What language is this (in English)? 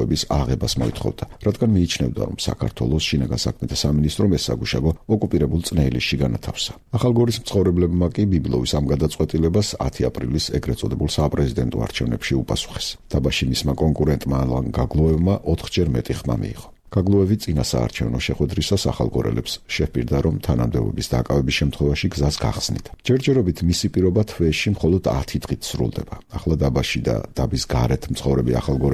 Georgian